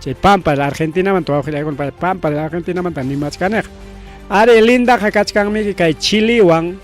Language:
Ayacucho Quechua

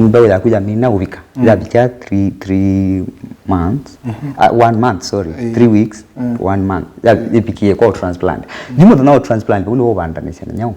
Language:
Kamba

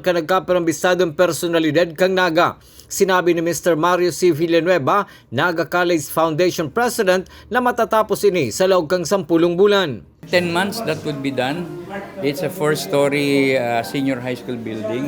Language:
Bikol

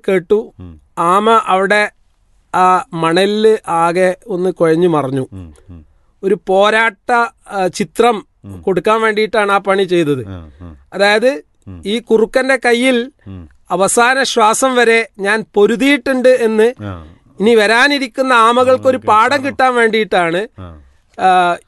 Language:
Malayalam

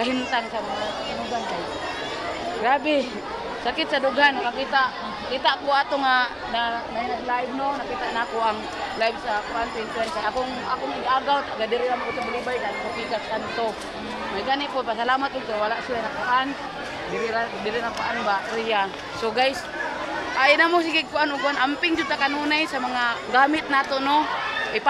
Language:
Cebuano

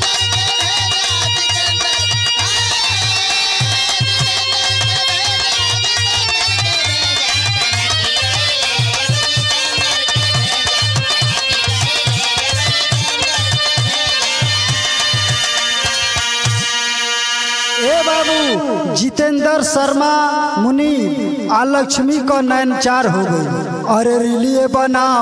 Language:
Bhojpuri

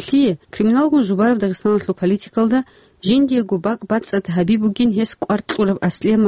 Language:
Avaric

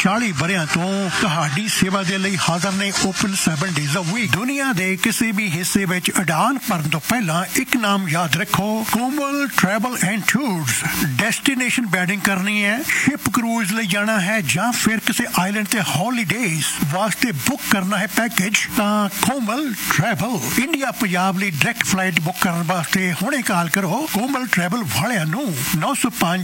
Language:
Punjabi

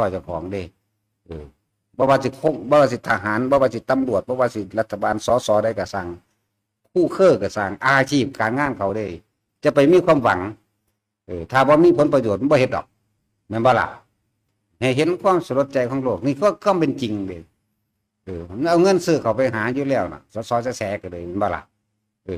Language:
Northeastern Thai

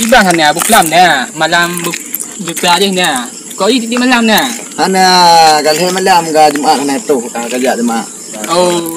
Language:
Achinese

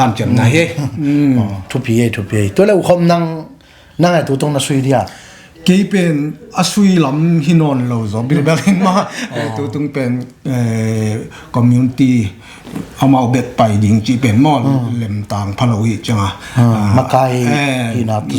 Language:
Tedim Chin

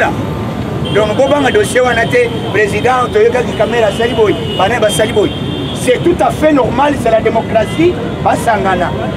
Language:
Lingala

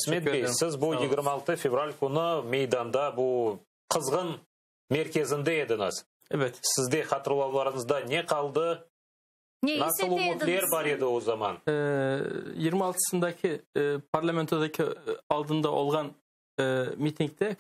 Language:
Crimean Tatar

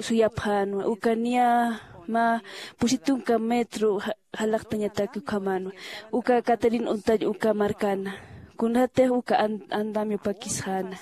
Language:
Aymara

